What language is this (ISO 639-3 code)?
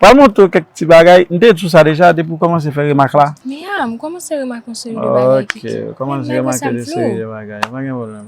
hat